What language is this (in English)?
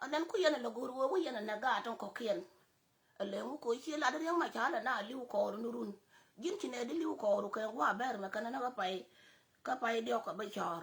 Nuer